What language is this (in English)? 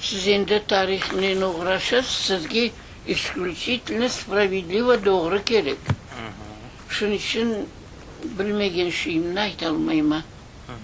Crimean Tatar